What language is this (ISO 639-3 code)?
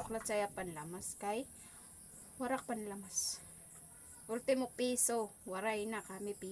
war